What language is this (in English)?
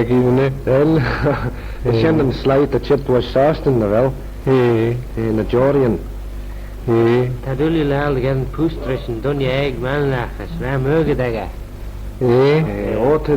Manx